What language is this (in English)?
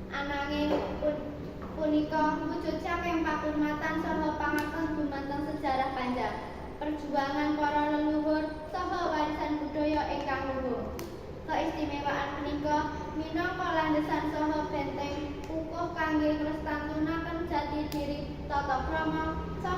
Javanese